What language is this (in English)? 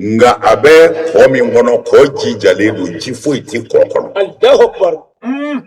Bambara